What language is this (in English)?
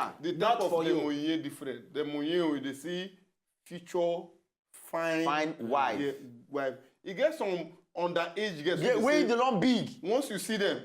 Nigerian Pidgin